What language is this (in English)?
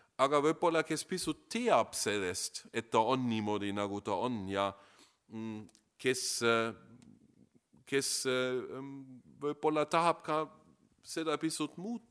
Estonian